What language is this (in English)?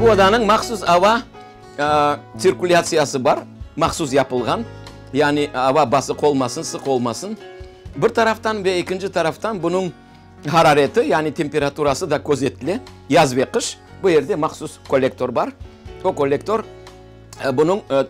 Crimean Tatar